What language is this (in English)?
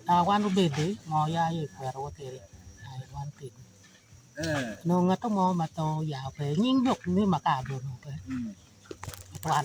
Acoli